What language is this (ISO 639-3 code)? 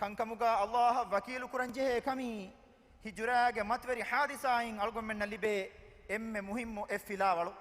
div